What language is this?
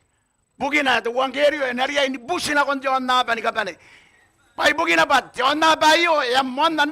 Gilbertese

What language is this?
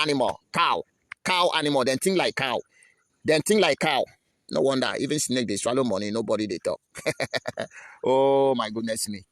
Nigerian Pidgin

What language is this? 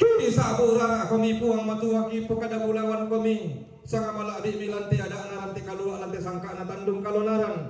Toraja-Sa'dan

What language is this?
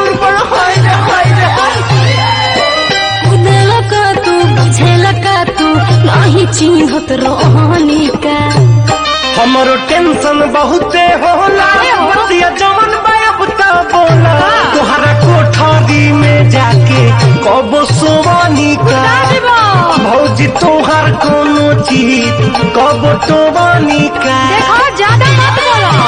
Bhojpuri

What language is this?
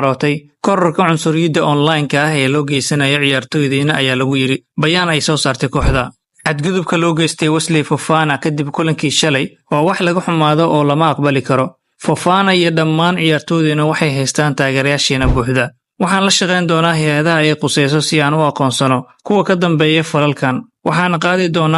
Somali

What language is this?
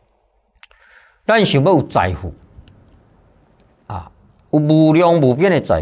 Chinese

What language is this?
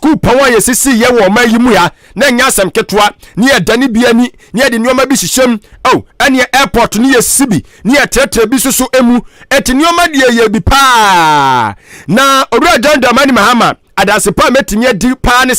Akan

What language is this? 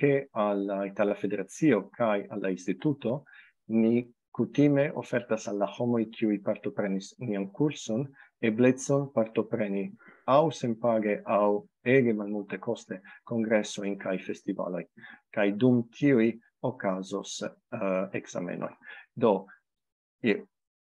Esperanto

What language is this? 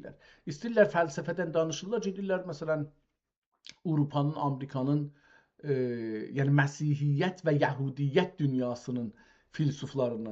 South Azerbaijani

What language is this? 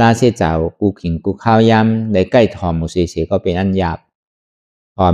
Shan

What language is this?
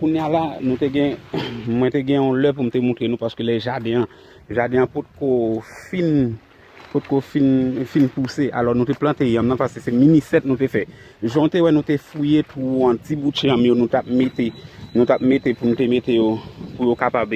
Haitian Creole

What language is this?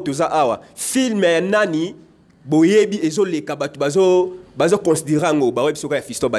Lingala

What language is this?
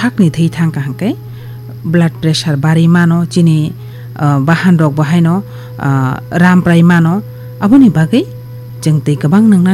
Kok Borok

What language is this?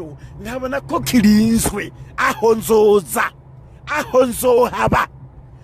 Rundi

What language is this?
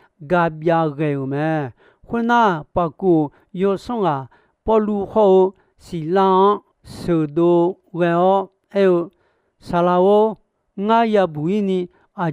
Akha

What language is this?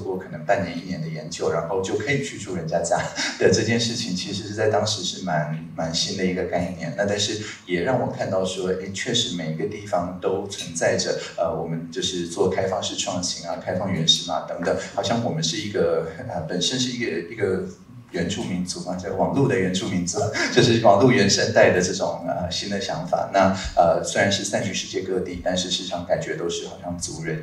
Chinese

